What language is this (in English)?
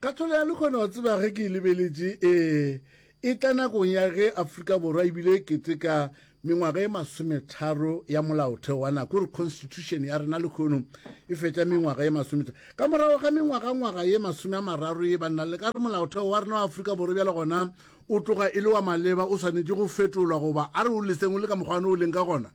Northern Sotho